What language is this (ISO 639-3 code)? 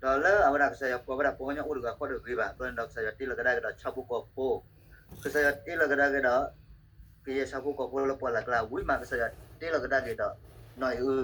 ksw